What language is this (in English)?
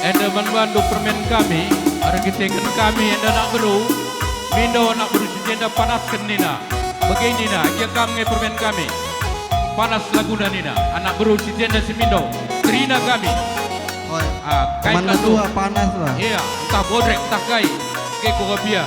Batak Karo